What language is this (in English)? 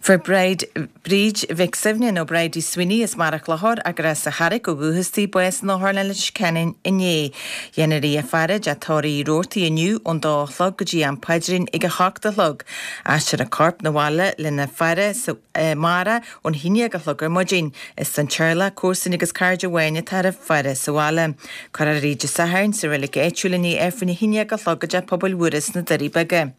Irish